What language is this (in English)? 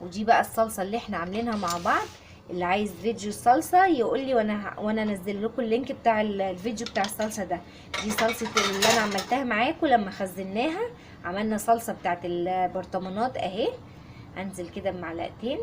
Egyptian Arabic